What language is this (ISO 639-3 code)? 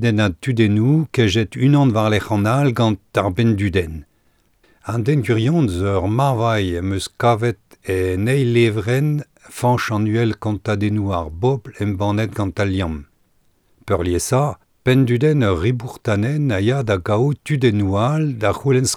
bre